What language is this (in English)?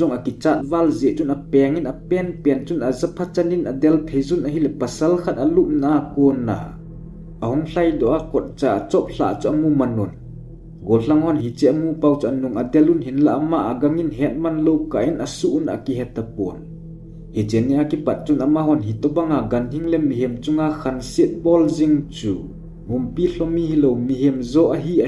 Thado Chin